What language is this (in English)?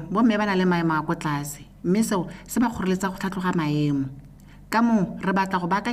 Tswana